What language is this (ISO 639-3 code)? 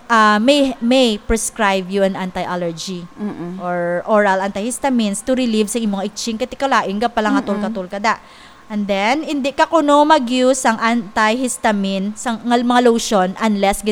hil